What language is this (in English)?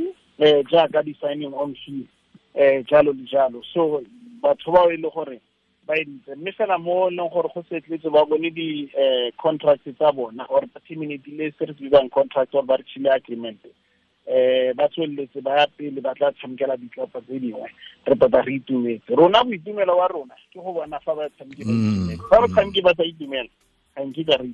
Tswana